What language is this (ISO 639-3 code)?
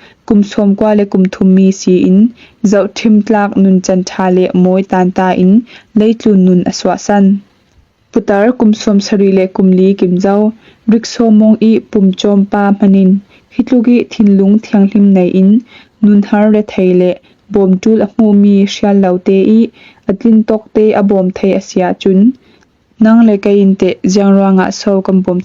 cfm